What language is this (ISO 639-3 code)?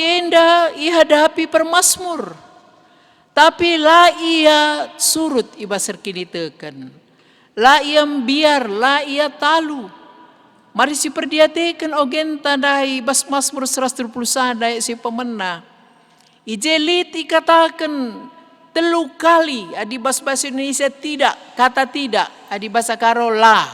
btx